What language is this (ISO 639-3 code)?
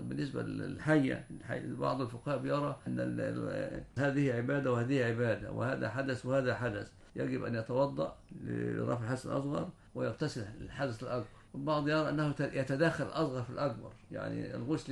ara